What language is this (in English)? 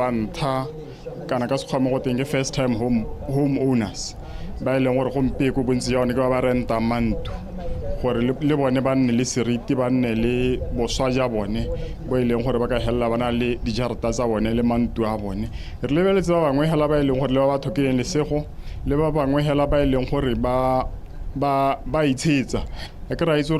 Tswana